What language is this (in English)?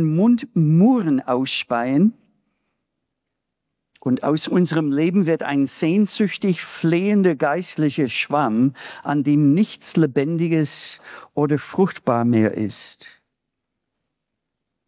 German